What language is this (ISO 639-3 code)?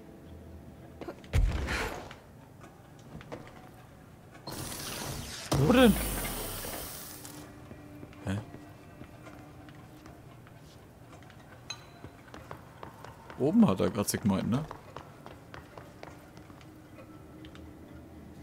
deu